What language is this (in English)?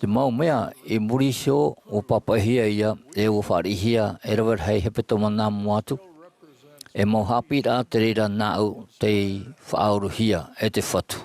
Tahitian